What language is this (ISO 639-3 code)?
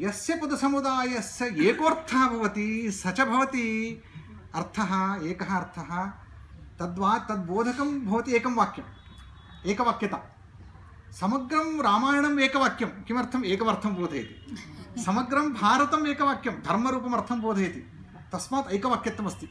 san